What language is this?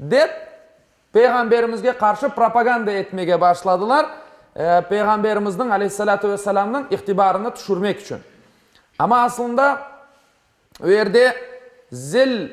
Crimean Tatar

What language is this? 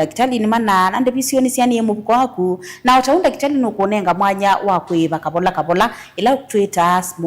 Kamba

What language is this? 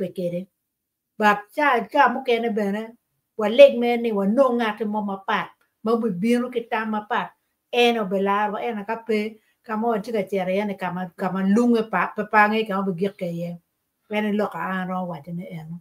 Acoli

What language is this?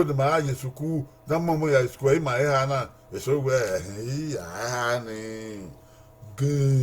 Bini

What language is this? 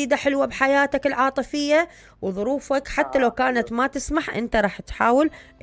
Mesopotamian Arabic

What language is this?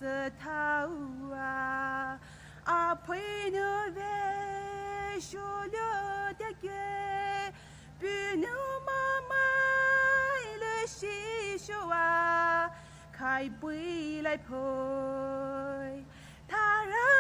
Poumei Naga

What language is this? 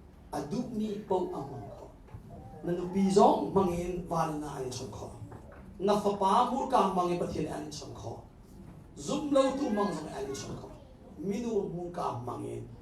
Hakha Chin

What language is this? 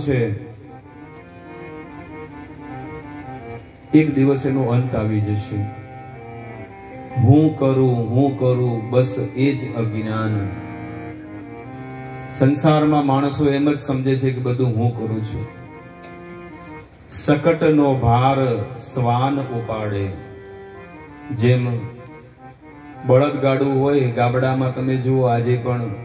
Gujarati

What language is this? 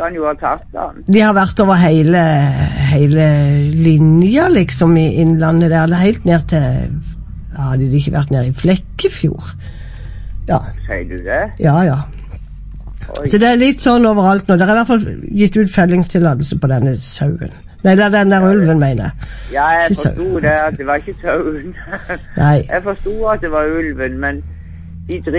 Norwegian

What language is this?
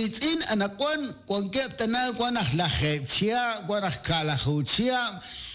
Kekchí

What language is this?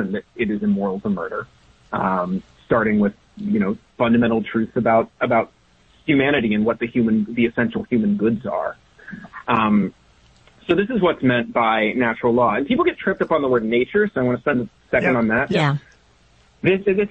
English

